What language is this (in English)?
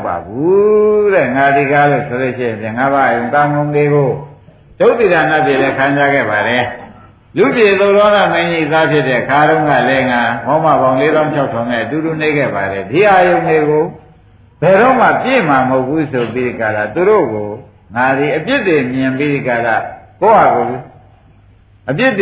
Burmese